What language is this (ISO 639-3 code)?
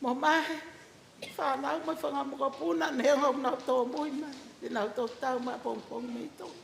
ton